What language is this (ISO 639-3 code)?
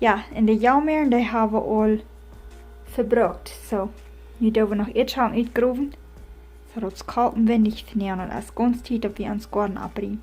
pdt